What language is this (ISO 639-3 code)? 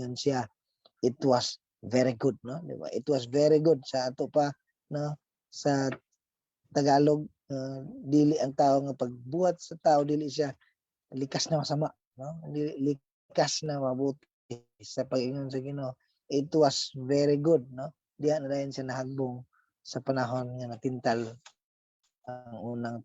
ceb